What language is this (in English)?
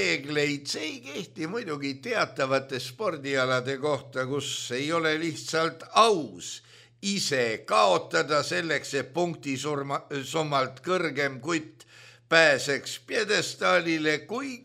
Estonian